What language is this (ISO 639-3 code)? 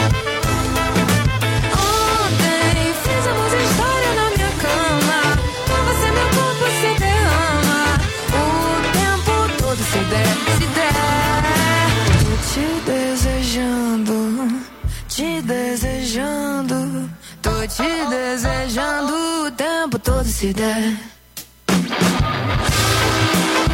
por